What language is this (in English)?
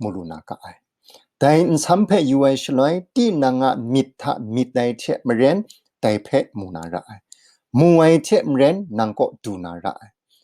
Kachin